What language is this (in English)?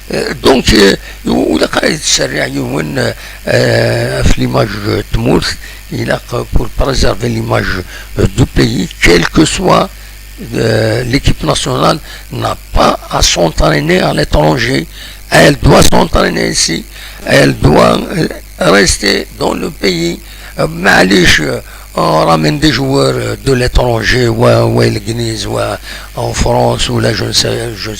Kabyle